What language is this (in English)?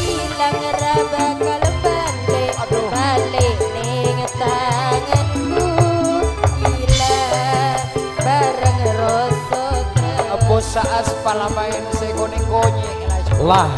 Madurese